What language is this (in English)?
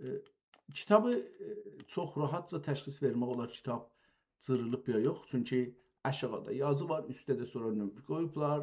South Azerbaijani